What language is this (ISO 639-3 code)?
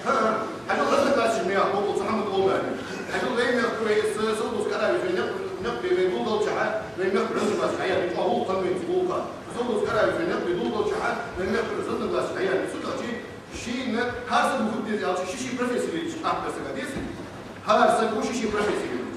inh